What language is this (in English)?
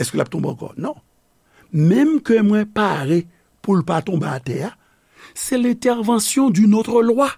Haitian Creole